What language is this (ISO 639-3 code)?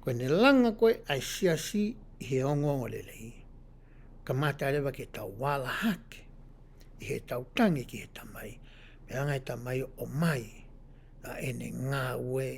ton